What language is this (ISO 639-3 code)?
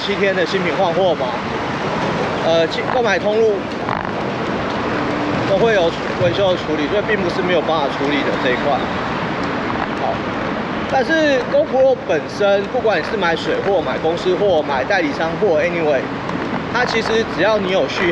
zho